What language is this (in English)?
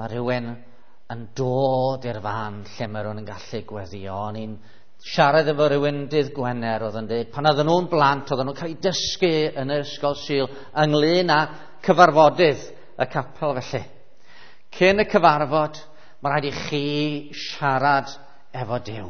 Welsh